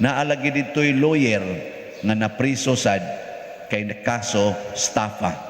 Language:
Cebuano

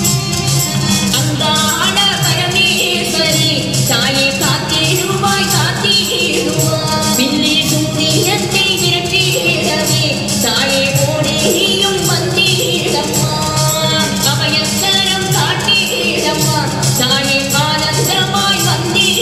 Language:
Tamil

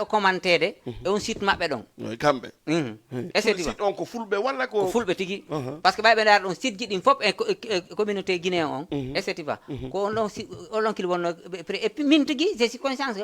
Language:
Fula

